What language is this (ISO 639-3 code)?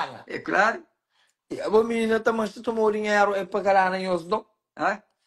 kea